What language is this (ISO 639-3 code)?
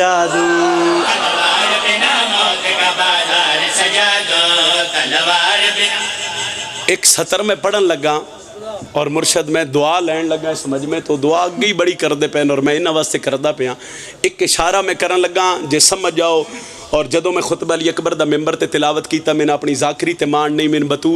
phr